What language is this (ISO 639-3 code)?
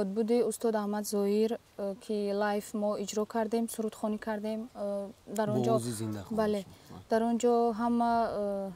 tgk